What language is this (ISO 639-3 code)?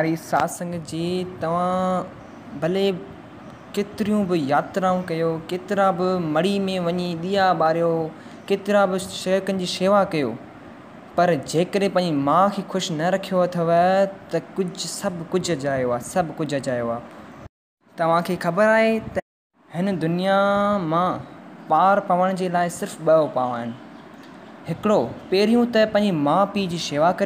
snd